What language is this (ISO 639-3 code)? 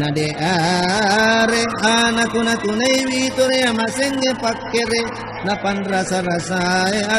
bug